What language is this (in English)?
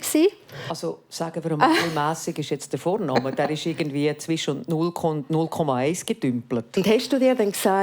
Swiss German